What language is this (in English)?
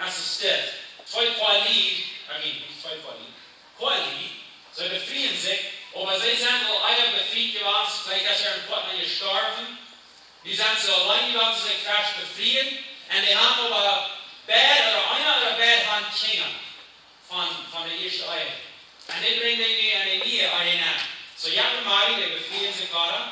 Plautdietsch